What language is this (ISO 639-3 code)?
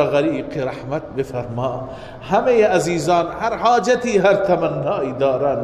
fas